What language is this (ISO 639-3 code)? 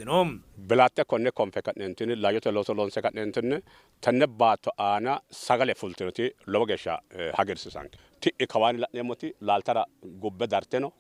sid